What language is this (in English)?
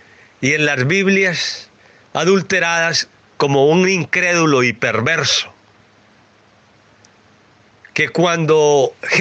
Spanish